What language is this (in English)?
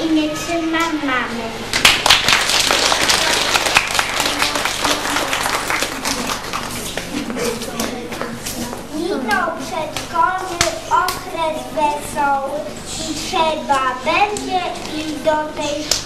Polish